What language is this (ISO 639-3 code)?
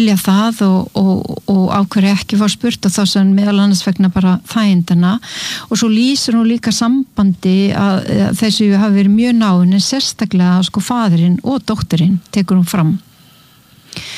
isl